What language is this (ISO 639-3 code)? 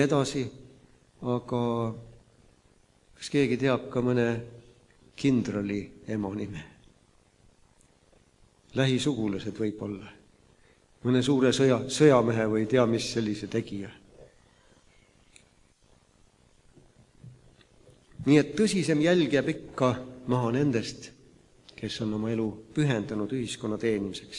est